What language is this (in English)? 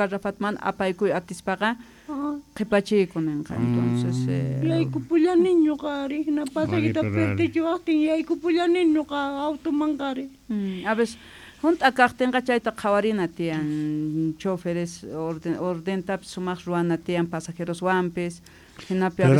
South Bolivian Quechua